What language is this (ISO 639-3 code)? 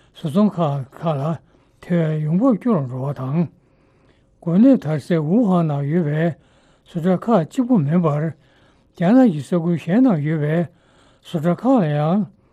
bod